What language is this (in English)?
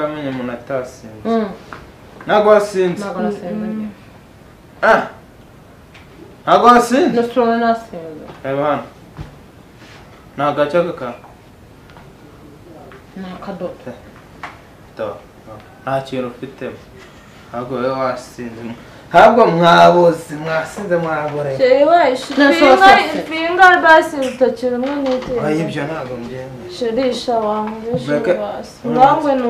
Kinyarwanda